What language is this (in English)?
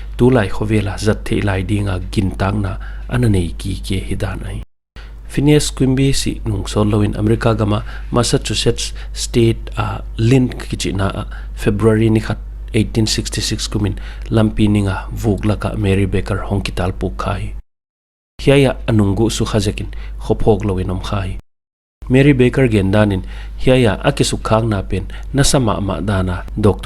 Paite Chin